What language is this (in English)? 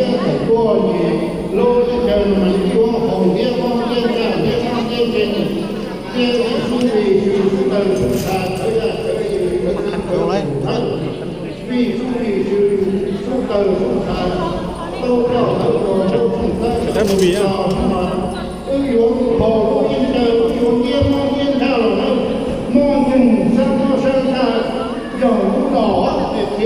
Hmong